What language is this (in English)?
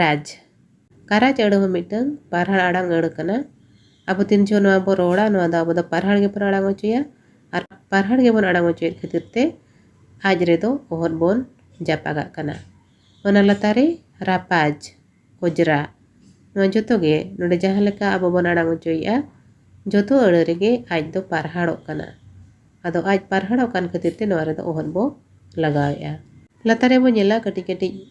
Santali